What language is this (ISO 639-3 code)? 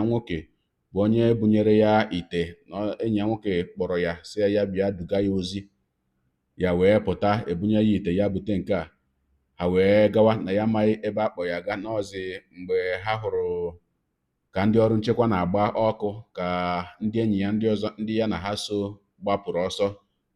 ibo